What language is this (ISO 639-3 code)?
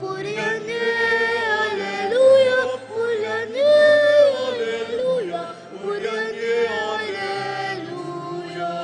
pam